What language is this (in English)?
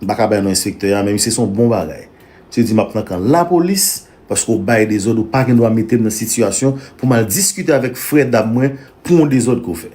Haitian Creole